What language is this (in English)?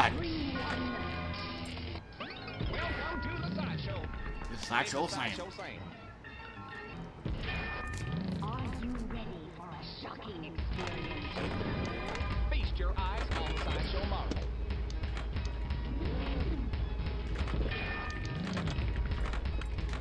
English